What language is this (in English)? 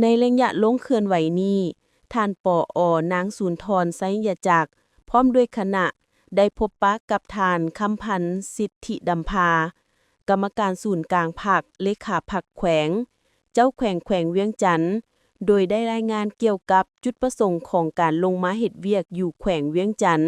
Lao